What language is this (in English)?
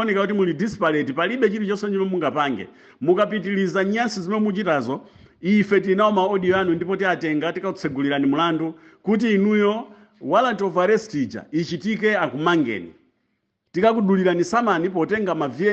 Nyanja